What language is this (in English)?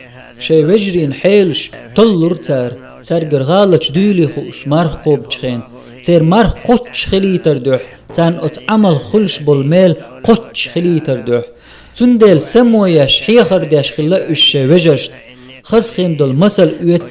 Chechen